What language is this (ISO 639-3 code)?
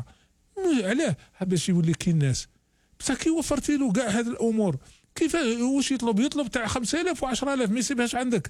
arq